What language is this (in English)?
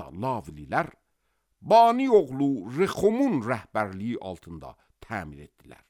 Azerbaijani